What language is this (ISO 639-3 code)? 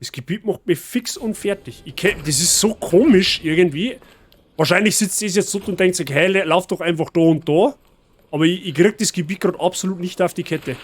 bar